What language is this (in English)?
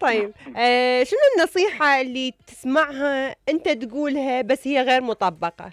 Mesopotamian Arabic